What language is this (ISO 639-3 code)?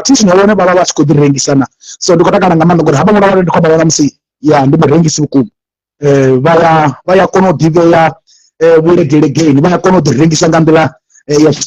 ven